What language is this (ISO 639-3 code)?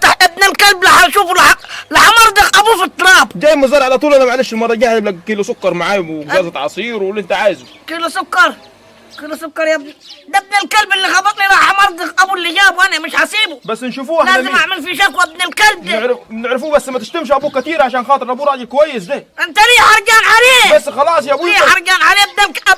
arz